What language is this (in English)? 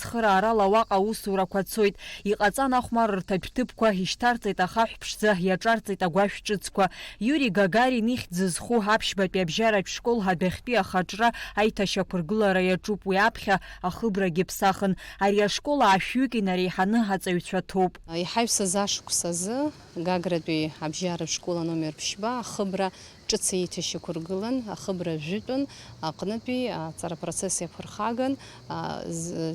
Abkhazian